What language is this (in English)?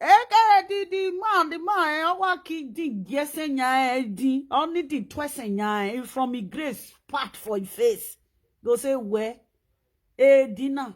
Nigerian Pidgin